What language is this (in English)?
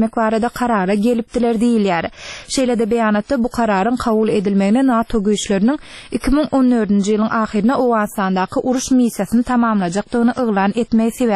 Turkmen